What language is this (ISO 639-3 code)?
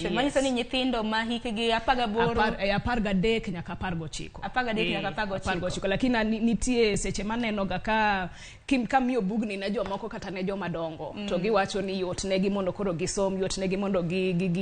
luo